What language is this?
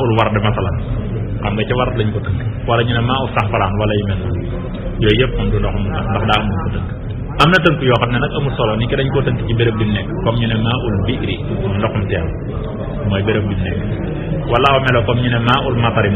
Wolof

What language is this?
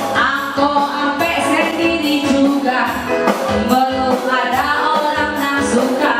Minangkabau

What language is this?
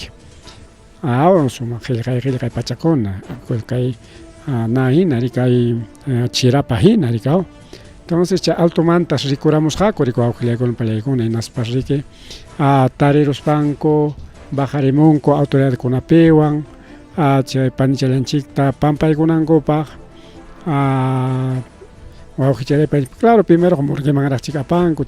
Ayacucho Quechua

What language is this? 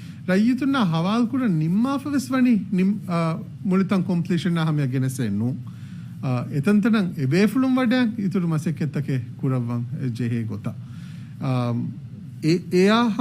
Divehi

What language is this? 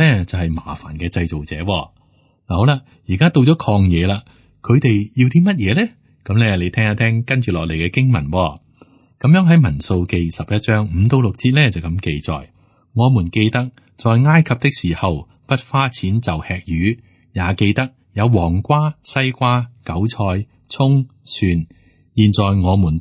Cantonese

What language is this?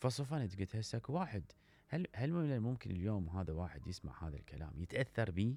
Mesopotamian Arabic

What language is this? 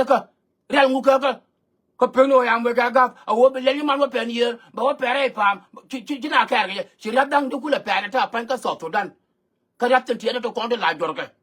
Nuer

